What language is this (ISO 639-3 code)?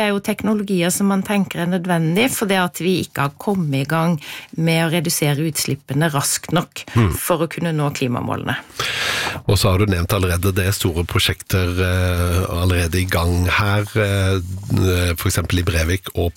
nor